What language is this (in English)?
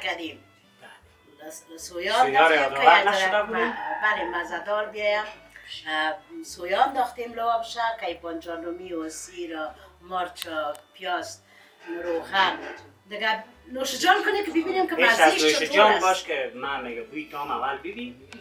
Persian